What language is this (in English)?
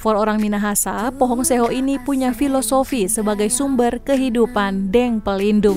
Manado Malay